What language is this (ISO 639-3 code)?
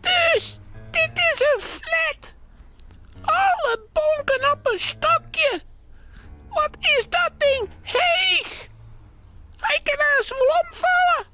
fry